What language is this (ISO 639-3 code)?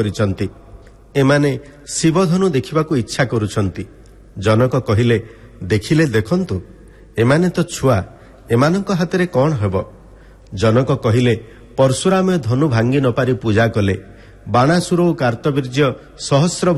ori